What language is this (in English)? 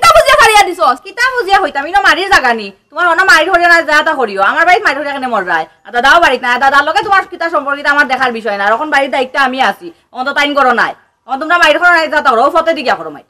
Sylheti